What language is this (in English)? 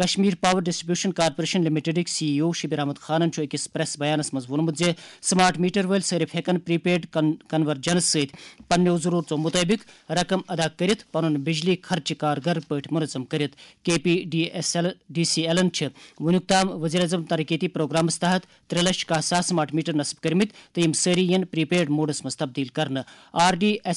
Kashmiri